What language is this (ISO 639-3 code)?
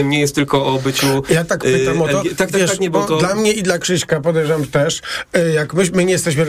pol